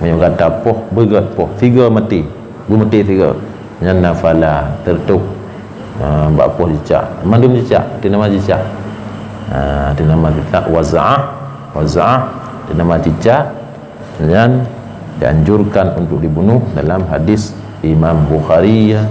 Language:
Achinese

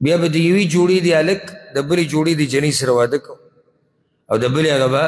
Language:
Pashto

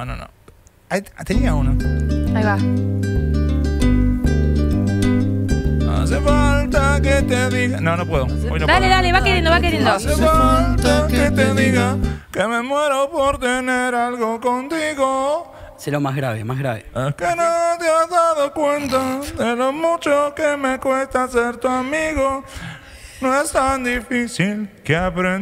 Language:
Spanish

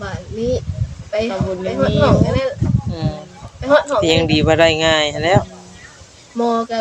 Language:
Northeastern Thai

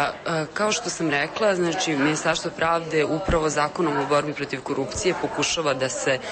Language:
Serbian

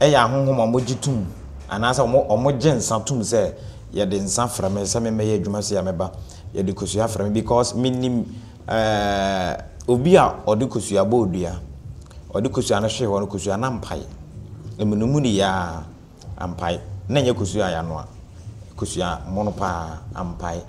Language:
Akan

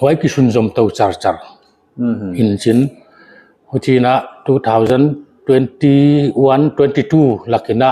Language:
Paite Chin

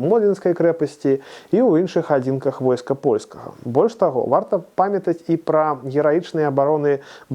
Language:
Belarusian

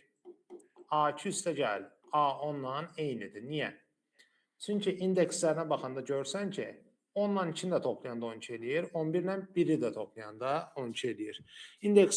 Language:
Azerbaijani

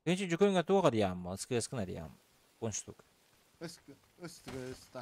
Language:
Yakut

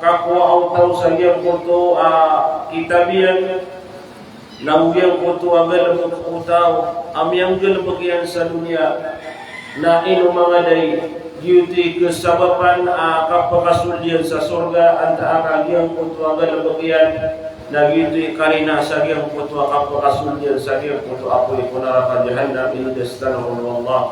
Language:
Maranao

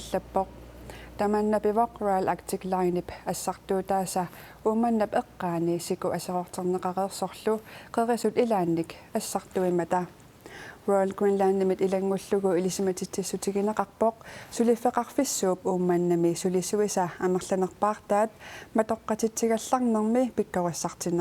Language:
Kalaallisut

